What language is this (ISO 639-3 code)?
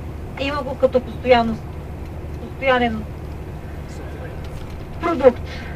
bul